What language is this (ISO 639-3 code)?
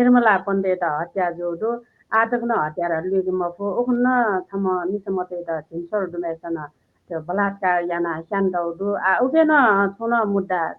new